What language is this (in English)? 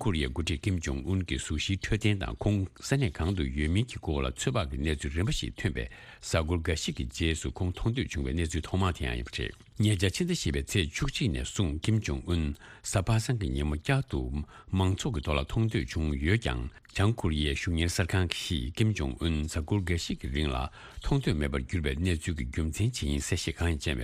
Tibetan